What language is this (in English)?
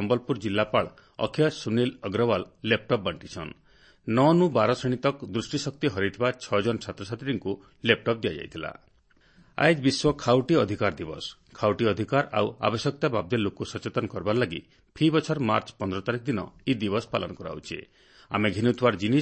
Odia